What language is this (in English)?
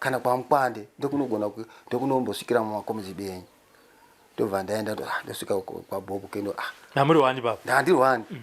Shona